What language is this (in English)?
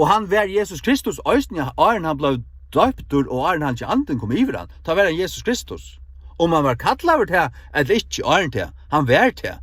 Faroese